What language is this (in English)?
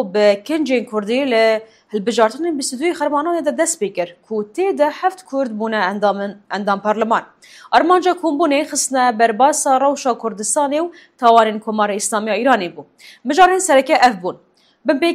Kurdish